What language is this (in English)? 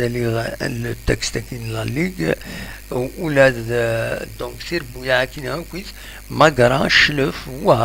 Kabyle